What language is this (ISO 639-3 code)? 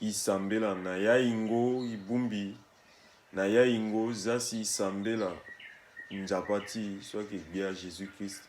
sag